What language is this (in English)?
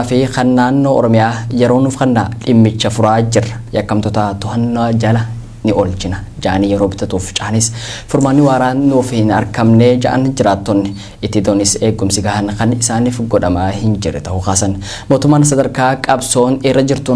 Oromo